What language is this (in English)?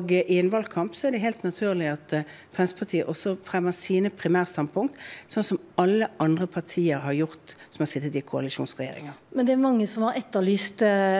Norwegian